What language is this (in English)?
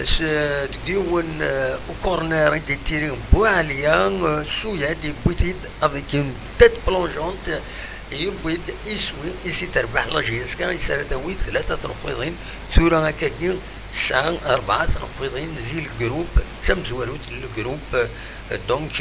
Kabyle